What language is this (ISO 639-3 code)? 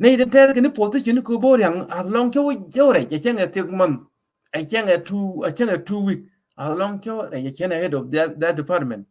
nus